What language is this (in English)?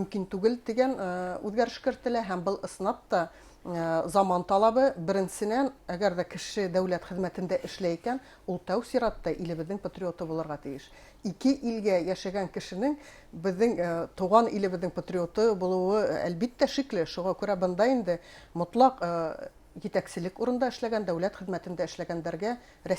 Bashkir